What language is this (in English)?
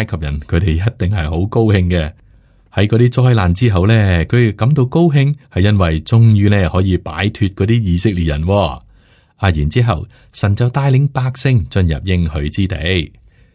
Cantonese